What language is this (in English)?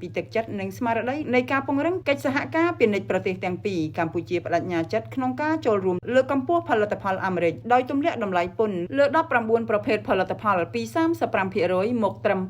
Khmer